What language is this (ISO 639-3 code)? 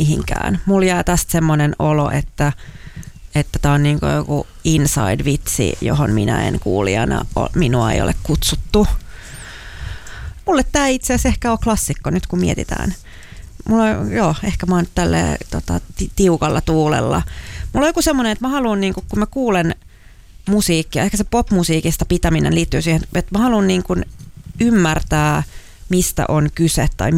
fin